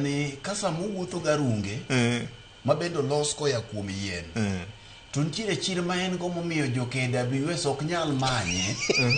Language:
Luo (Kenya and Tanzania)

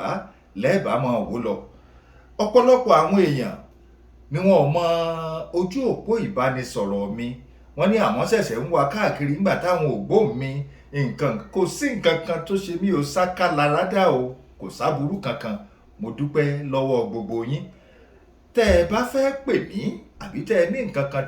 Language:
Yoruba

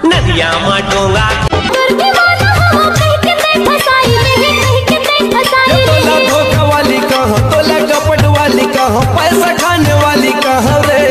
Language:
Chhattisgarhi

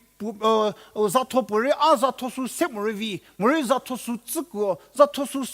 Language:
Angami Naga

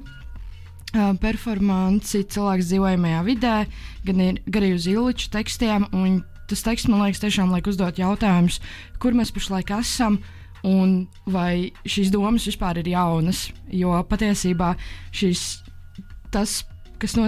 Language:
Latvian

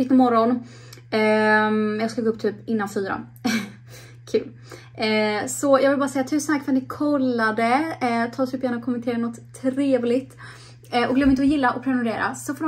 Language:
Swedish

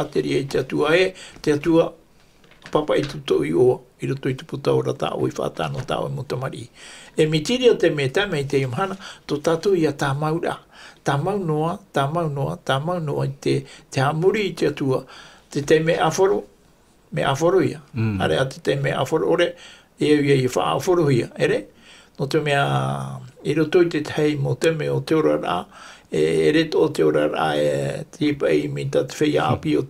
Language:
Tahitian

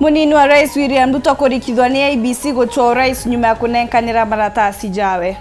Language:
Meru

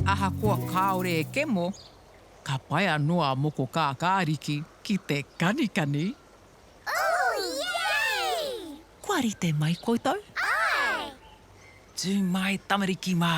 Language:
Māori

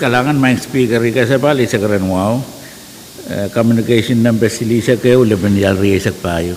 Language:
Pohnpeian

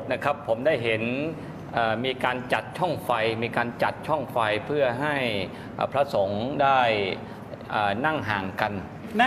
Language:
Thai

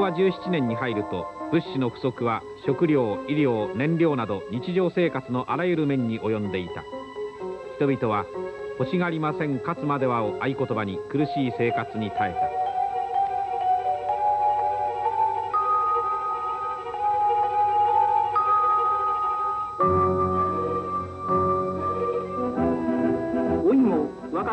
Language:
Japanese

